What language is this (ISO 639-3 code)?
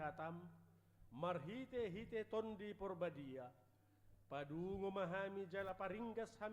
bbc